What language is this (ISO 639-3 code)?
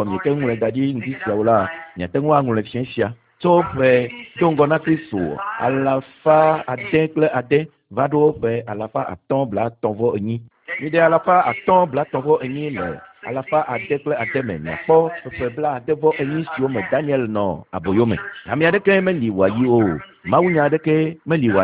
ewe